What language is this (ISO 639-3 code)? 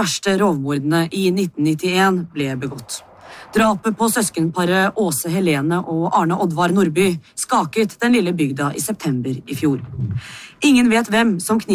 nor